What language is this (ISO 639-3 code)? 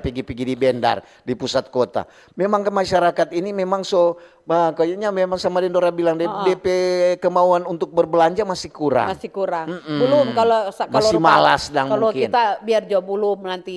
xmm